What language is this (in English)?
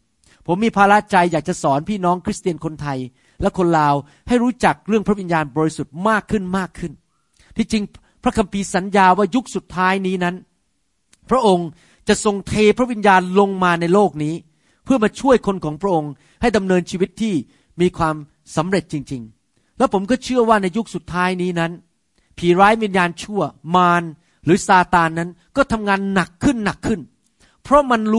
Thai